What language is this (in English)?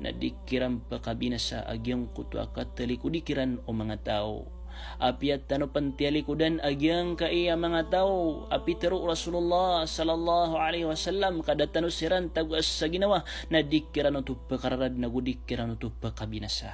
Maranao